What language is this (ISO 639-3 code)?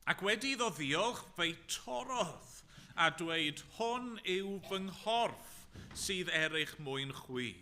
cym